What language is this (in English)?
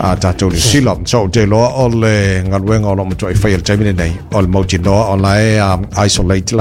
Samoan